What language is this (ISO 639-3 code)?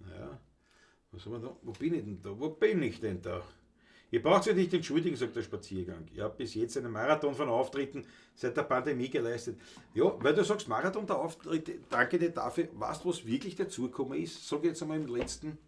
bar